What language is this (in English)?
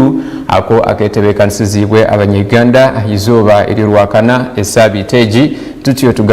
Nyankole